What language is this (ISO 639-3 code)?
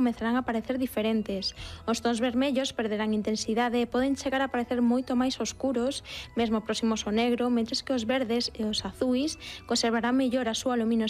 glg